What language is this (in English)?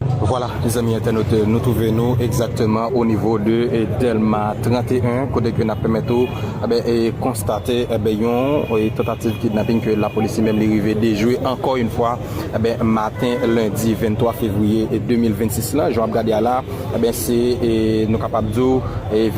Haitian Creole